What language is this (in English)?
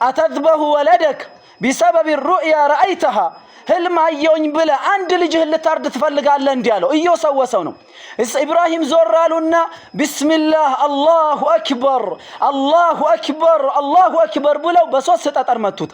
Amharic